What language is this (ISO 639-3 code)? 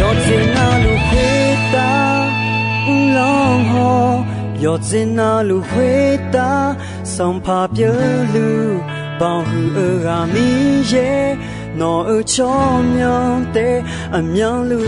ahk